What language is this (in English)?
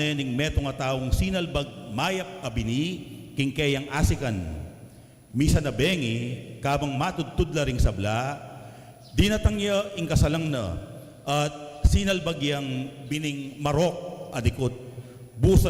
Pampanga